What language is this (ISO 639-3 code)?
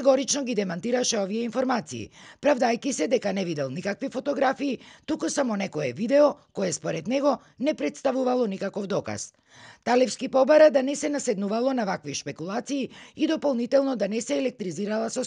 mkd